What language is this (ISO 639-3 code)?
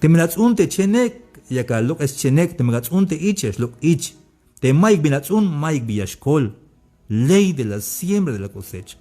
tzh